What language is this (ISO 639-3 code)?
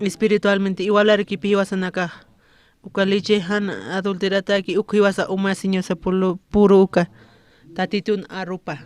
aym